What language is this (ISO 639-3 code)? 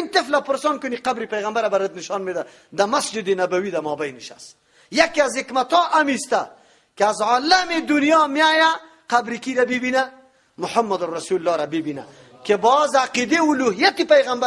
fas